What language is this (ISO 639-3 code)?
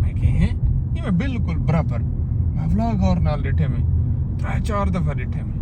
skr